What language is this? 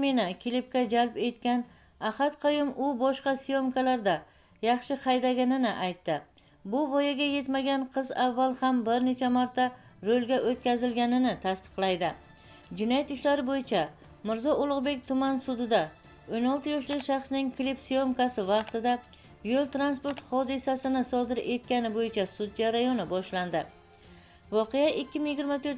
Uzbek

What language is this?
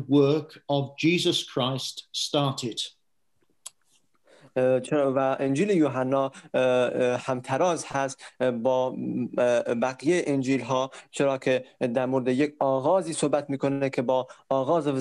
Persian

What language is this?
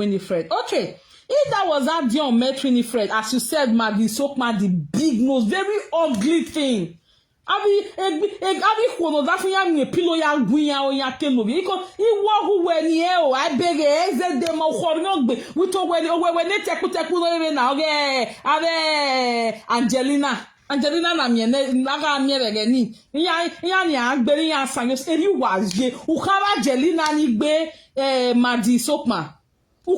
Nigerian Pidgin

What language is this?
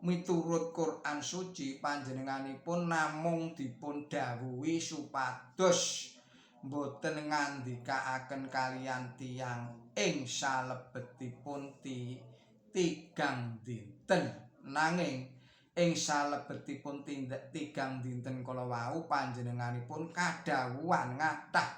Javanese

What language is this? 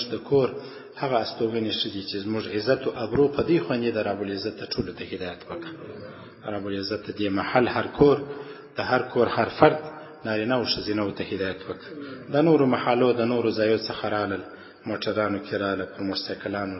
Pashto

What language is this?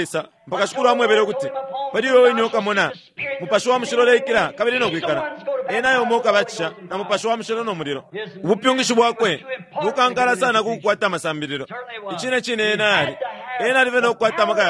Bemba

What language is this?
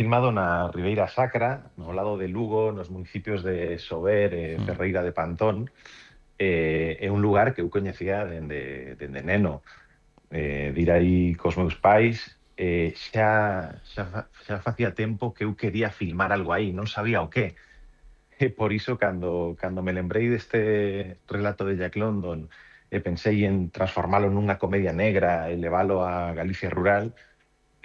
Galician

